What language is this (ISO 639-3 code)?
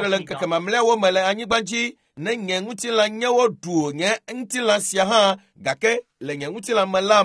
ewe